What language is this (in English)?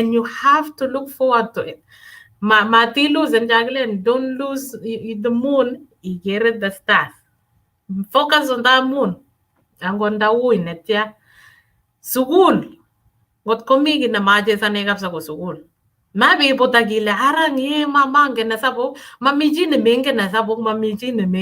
Kalenjin